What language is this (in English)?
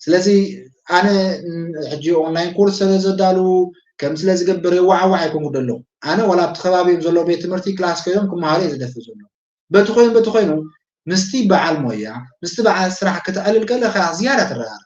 Tigrinya